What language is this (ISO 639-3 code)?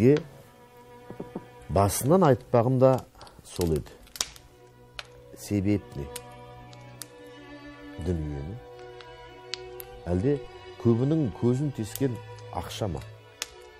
kaz